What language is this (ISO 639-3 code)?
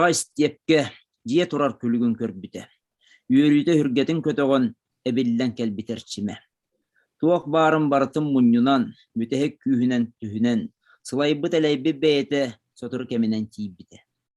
sah